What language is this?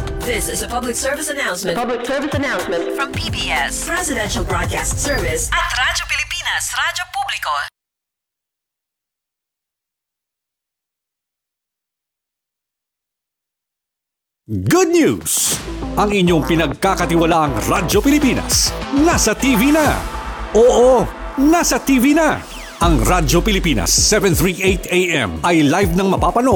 Filipino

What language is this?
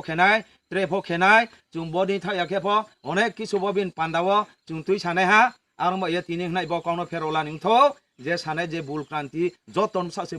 Riang (India)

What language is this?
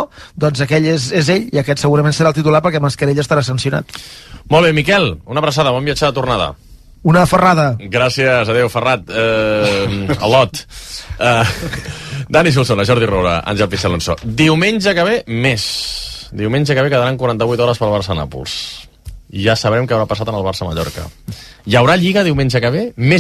Catalan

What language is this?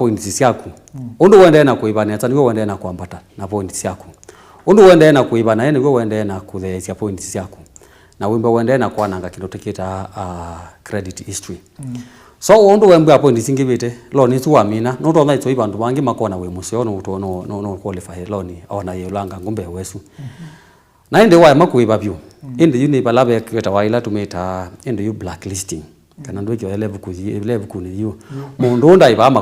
Kamba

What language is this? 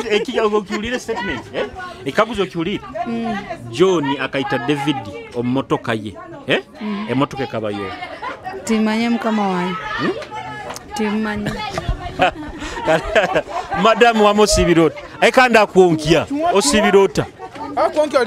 Nyoro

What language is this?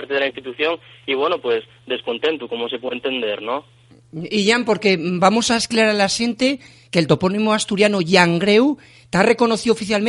Asturian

